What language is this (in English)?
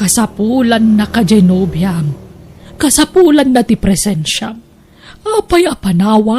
Iloko